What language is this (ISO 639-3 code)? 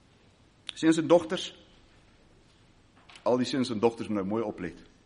afr